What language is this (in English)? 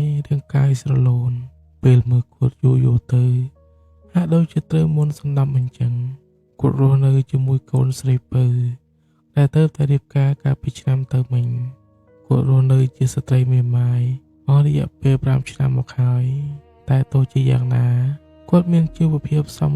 Khmer